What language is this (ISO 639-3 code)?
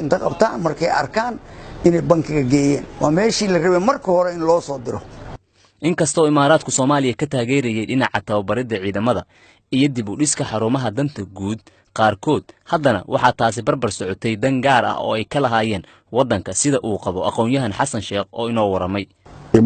som